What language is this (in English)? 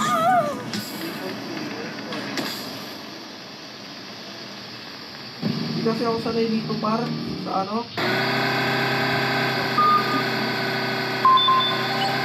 Filipino